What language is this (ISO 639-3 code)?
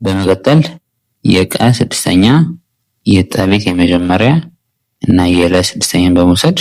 amh